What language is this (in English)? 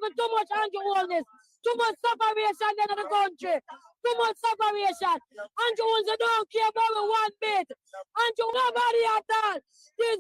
Jamaican Creole English